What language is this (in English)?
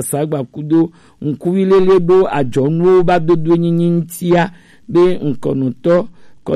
Gen